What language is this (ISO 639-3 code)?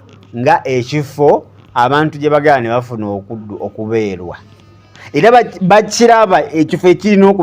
lug